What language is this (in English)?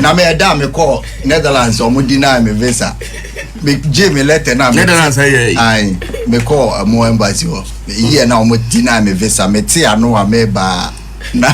Akan